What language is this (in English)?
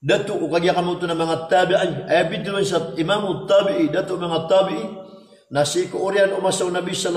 Maranao